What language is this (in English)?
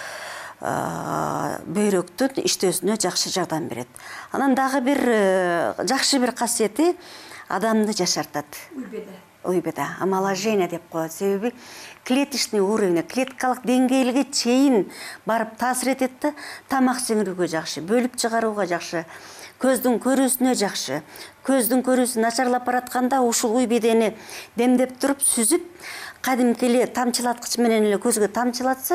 Kyrgyz